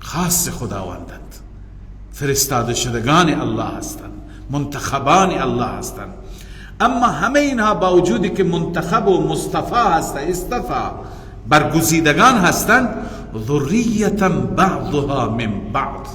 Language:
Persian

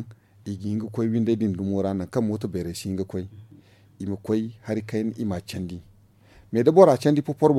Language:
Zarma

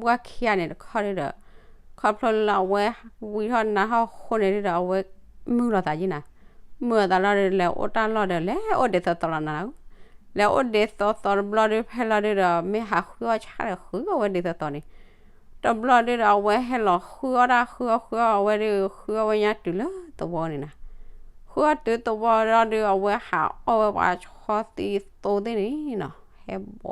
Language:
S'gaw Karen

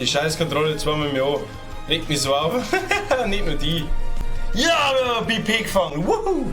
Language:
Bavarian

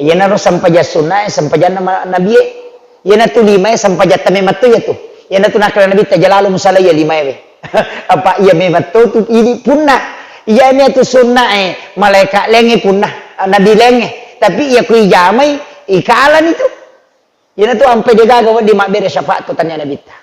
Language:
Buginese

